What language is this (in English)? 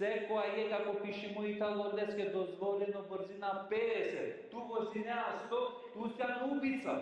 Balkan Romani